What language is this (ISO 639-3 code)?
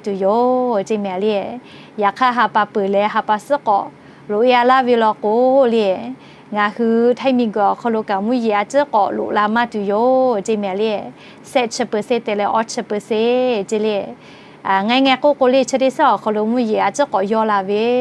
lhu